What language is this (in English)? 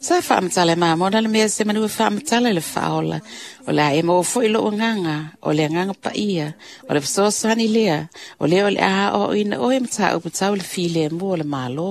Samoan